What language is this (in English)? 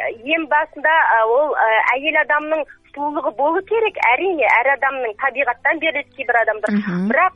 Kazakh